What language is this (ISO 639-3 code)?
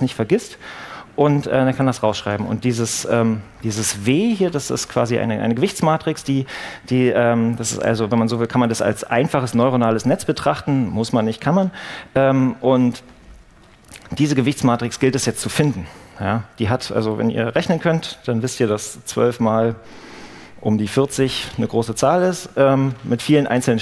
deu